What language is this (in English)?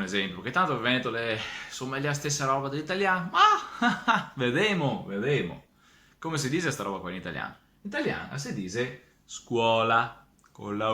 Venetian